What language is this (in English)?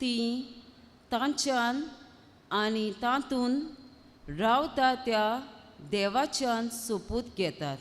Konkani